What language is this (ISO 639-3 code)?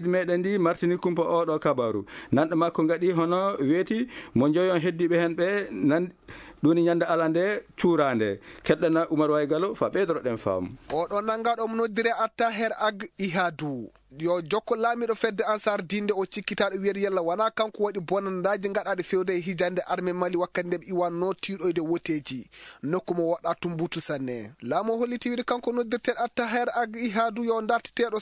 ful